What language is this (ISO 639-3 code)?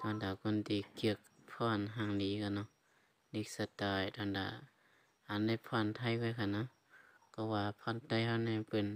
shn